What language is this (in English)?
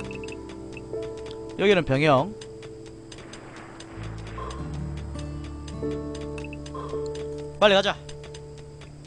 Korean